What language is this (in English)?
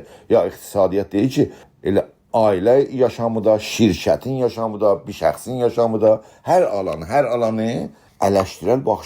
South Azerbaijani